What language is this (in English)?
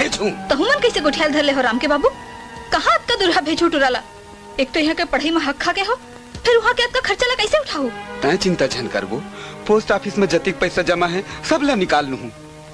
Chhattisgarhi